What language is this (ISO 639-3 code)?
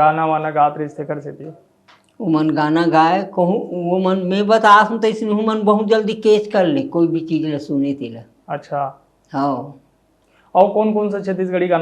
hne